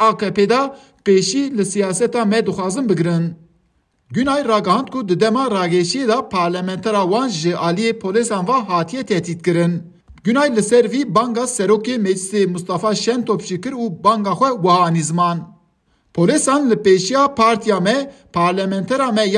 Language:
Kurdish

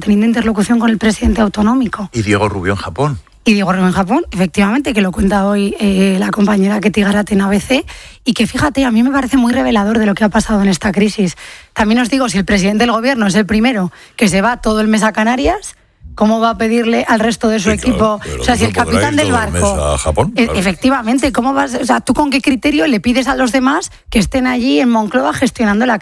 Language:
Spanish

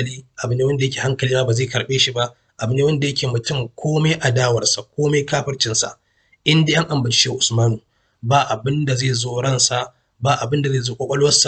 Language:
Hausa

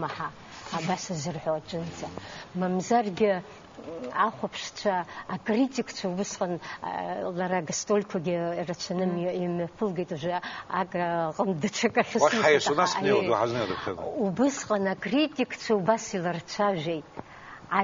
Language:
Abkhazian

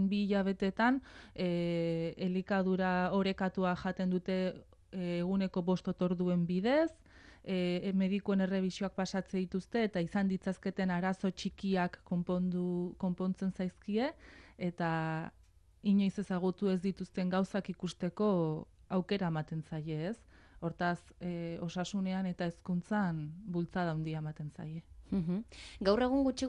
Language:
Basque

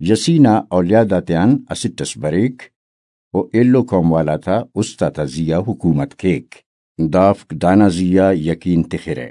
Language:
Brahui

